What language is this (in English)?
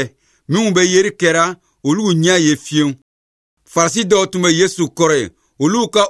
Bambara